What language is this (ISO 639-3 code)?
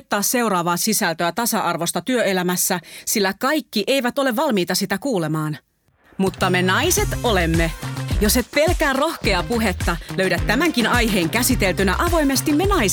fin